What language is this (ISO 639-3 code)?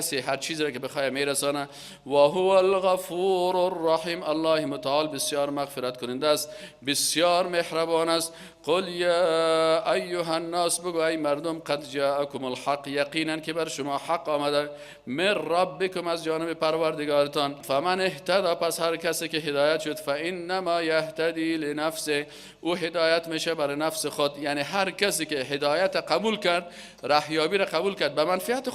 fas